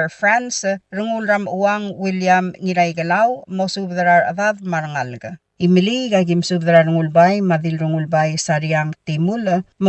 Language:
Palauan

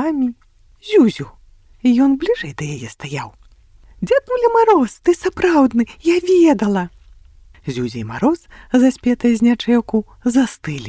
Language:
Belarusian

